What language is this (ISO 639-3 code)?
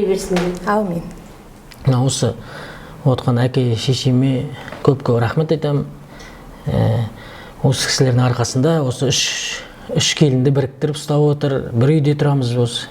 kaz